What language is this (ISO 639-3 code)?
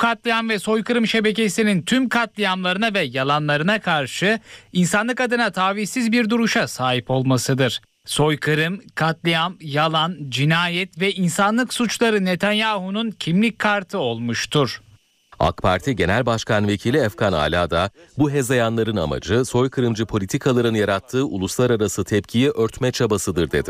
tur